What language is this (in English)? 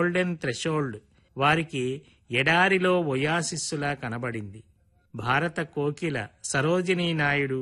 Telugu